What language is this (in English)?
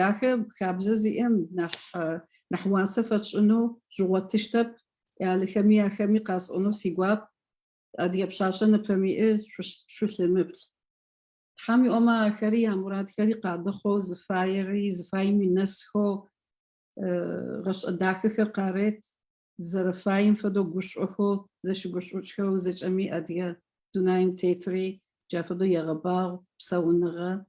Adyghe